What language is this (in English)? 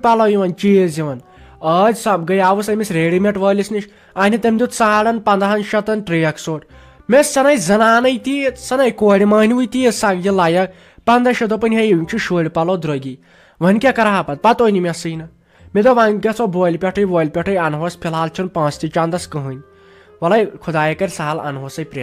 Kashmiri